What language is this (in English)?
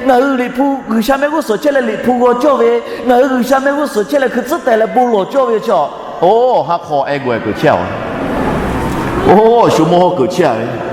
Lahu